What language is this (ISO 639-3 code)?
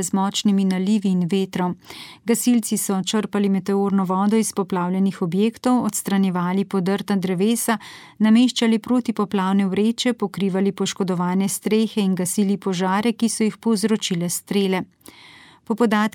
slv